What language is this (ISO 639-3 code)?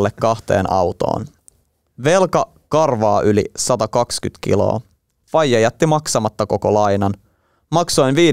fin